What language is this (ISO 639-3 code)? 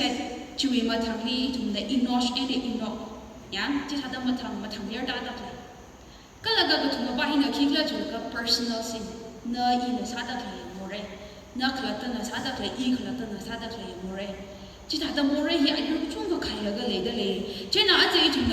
nmf